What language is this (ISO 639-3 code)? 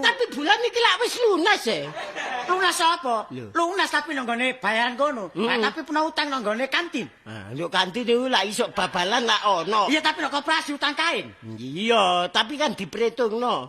jav